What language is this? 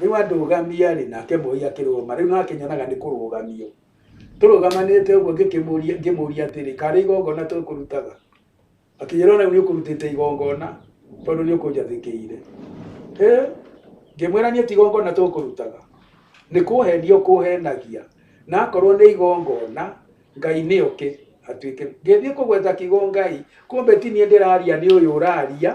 Kikuyu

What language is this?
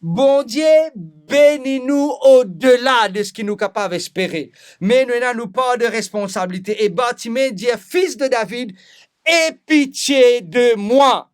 Morisyen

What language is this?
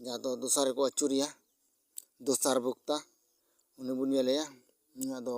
Santali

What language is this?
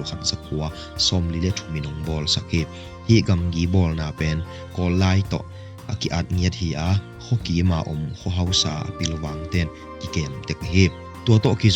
Tedim Chin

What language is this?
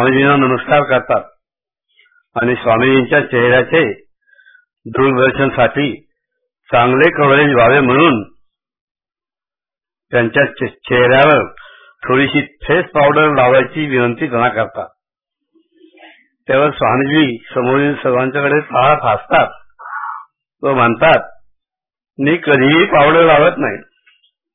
Marathi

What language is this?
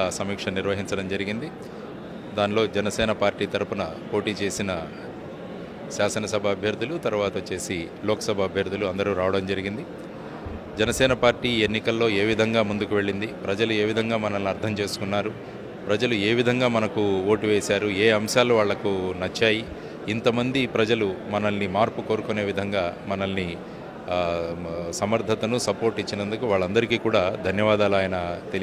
Telugu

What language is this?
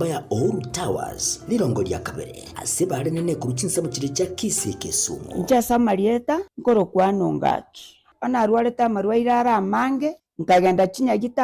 Gusii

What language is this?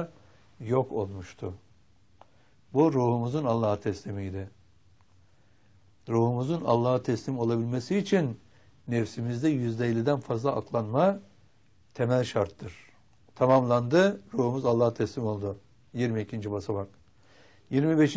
Turkish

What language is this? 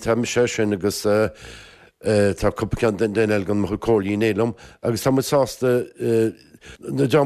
Irish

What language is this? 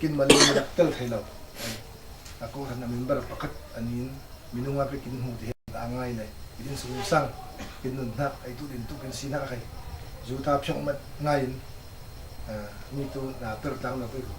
Falam Chin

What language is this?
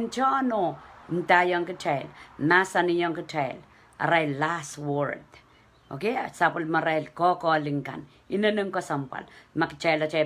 Pohnpeian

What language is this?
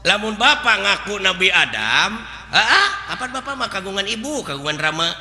Sundanese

